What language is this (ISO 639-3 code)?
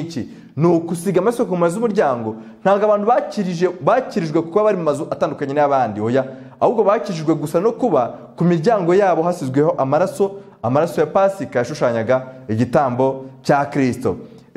kin